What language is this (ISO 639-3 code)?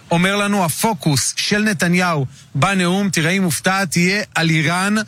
heb